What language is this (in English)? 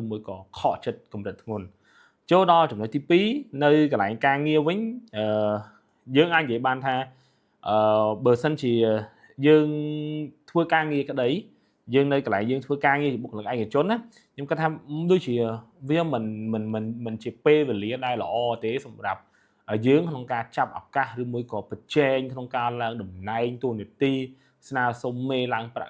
Khmer